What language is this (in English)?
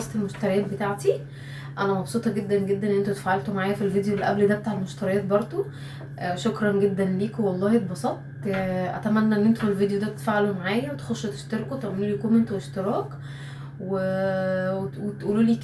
Egyptian Arabic